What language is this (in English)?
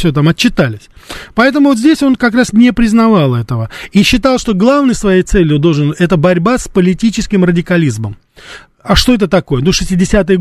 Russian